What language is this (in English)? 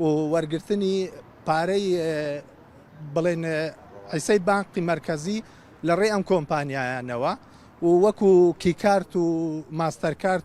Central Kurdish